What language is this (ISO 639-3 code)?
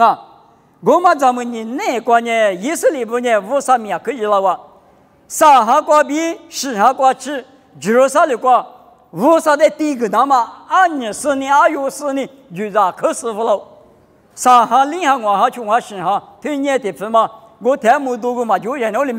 lis